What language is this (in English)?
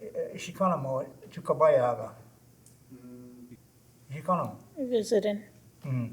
Choctaw